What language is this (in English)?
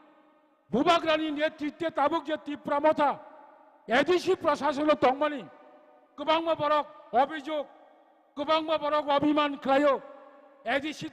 Kok Borok